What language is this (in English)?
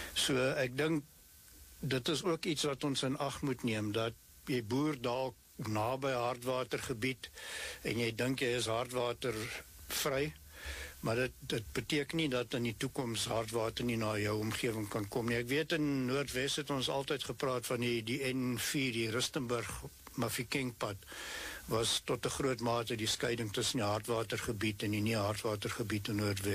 Afrikaans